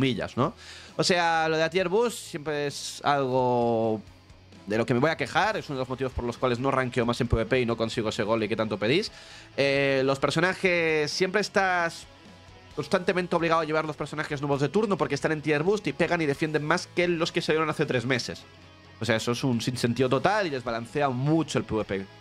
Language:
Spanish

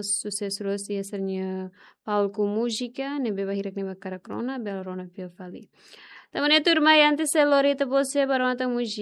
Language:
Tetum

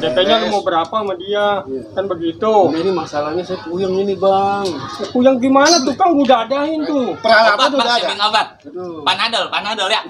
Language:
Betawi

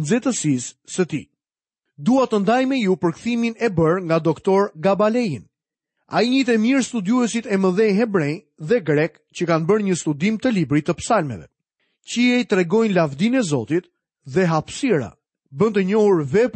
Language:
Albanian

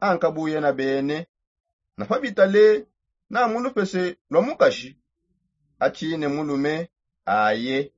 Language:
Songe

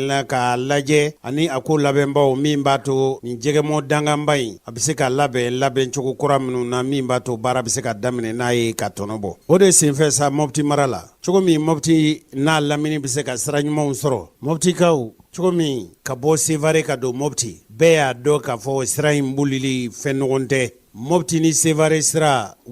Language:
Bambara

